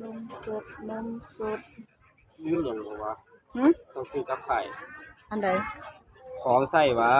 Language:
Northeastern Thai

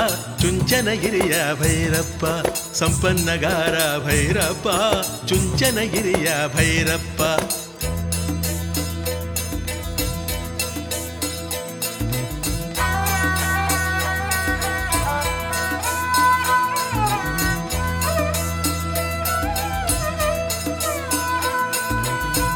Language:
Kannada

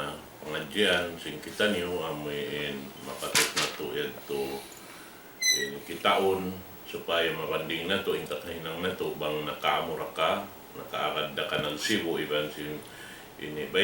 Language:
Tausug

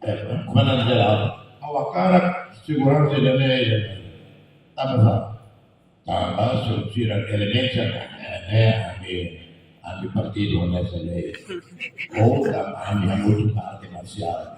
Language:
Tetum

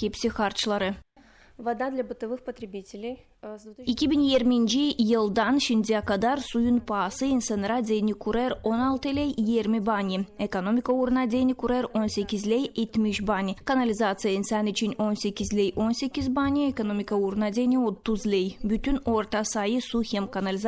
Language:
Gagauz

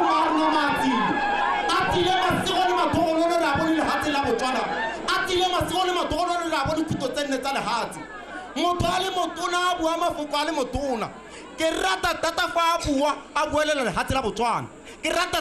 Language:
Tswana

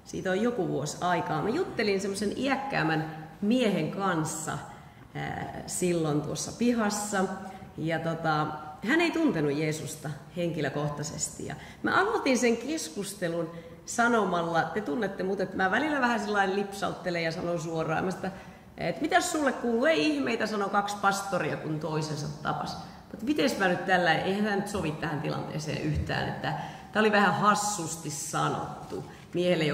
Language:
Finnish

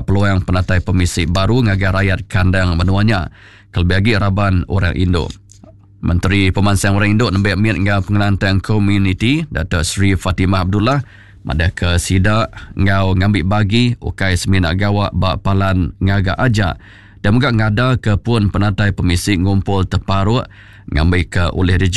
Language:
Iban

